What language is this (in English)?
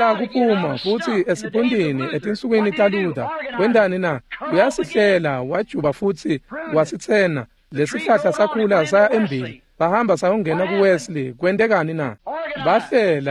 Swati